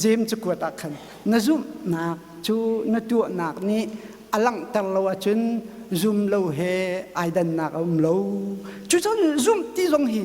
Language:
Hakha Chin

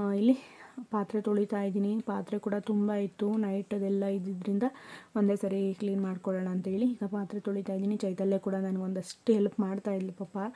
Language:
Kannada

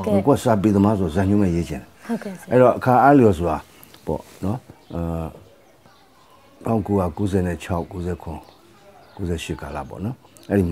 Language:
Burmese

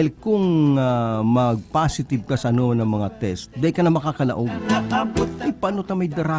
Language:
Bikol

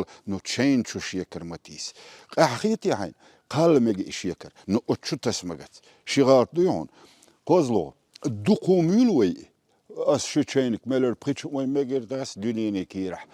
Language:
Chechen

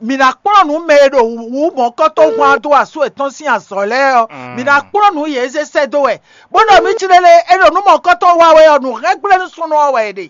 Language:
Fon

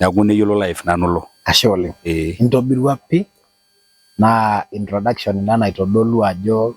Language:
Masai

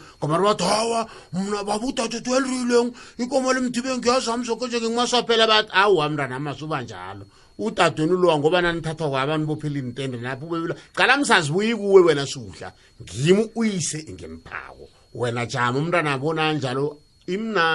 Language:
South Ndebele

